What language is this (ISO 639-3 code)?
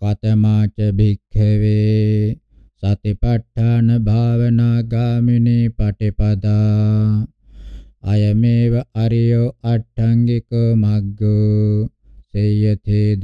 pli